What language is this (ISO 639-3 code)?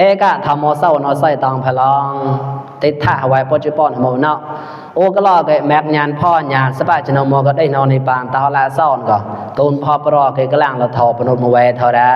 mnw